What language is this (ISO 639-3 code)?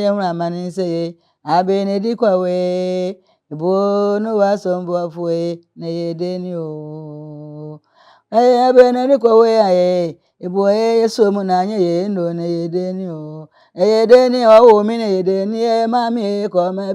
aka